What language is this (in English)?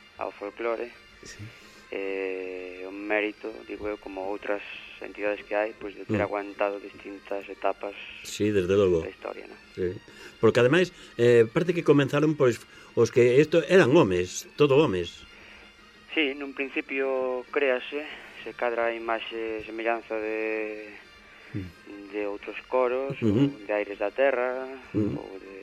Galician